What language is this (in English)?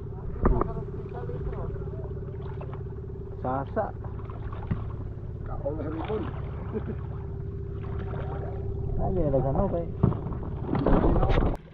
Filipino